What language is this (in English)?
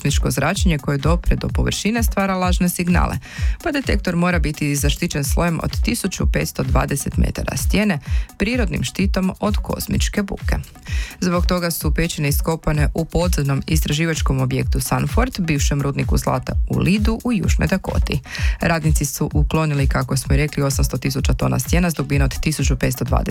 Croatian